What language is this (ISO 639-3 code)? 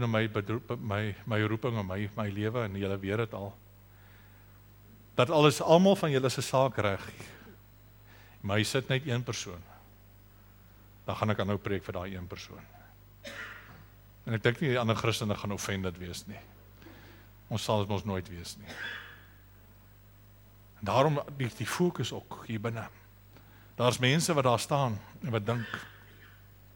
afr